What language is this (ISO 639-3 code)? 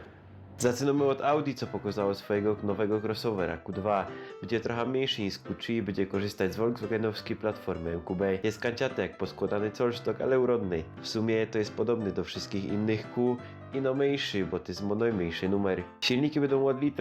szl